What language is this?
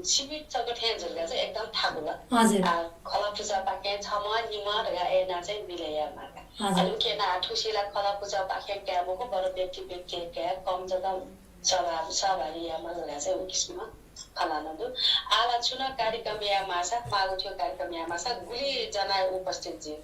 Newari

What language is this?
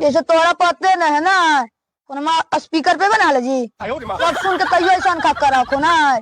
Magahi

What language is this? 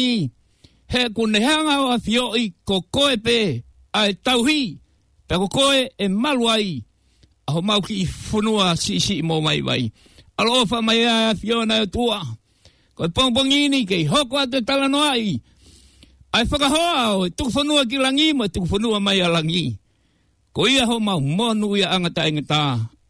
Tongan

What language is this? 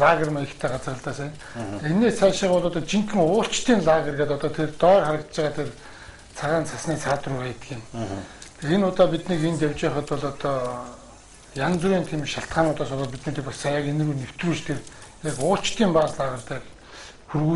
Mongolian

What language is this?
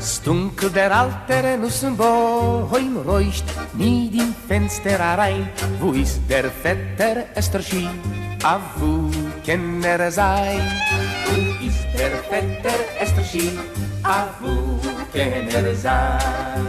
Yiddish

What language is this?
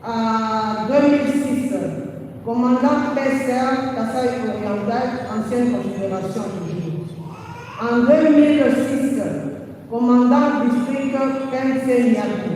Luba-Lulua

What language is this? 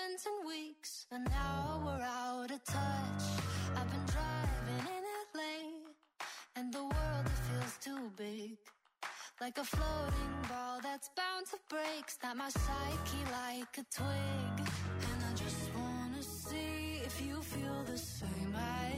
English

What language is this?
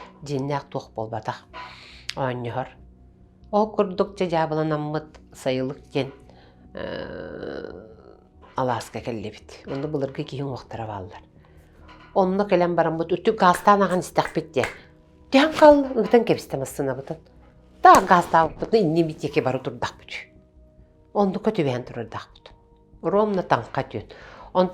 Yakut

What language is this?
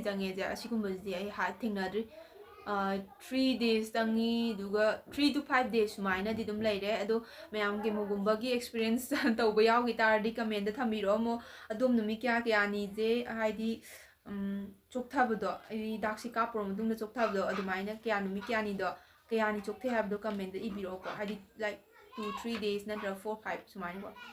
Manipuri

